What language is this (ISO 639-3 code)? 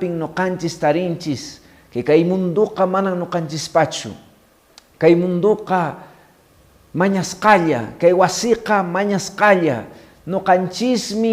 que